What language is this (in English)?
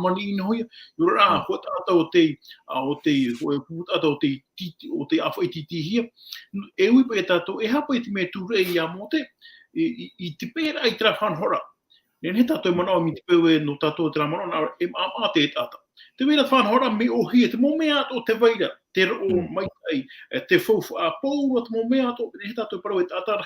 Tahitian